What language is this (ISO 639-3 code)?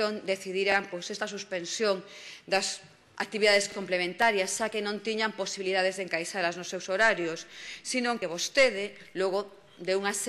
glg